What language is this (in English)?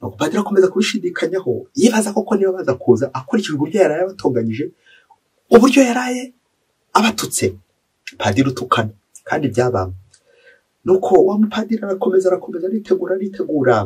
Kinyarwanda